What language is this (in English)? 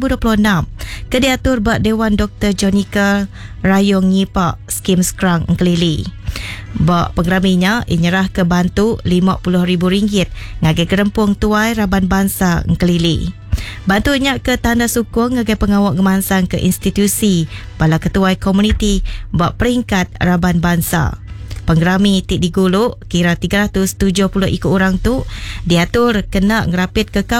Iban